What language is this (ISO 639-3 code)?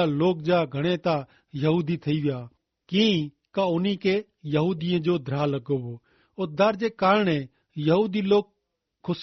kfr